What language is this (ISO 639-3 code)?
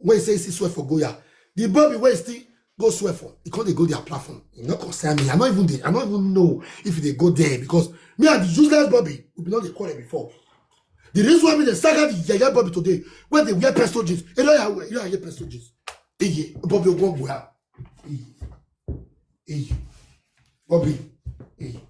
pcm